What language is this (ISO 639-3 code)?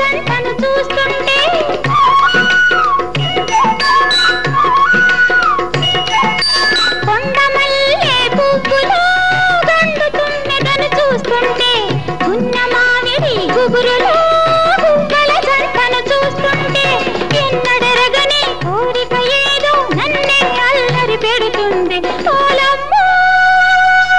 tel